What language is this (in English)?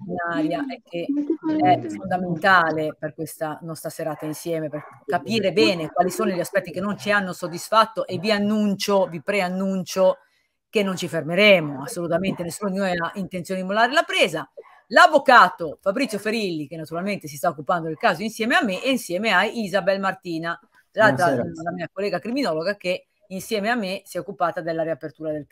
Italian